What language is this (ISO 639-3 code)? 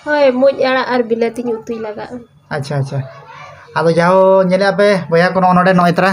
sat